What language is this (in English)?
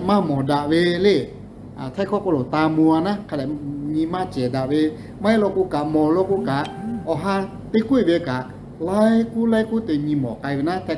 Lahu